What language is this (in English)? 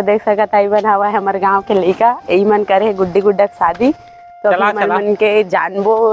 Chhattisgarhi